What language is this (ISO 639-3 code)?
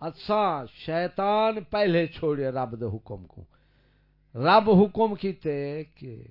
skr